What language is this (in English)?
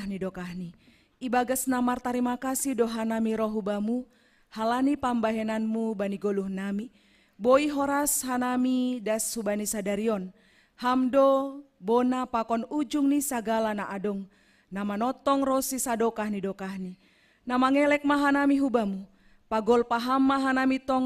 Batak Simalungun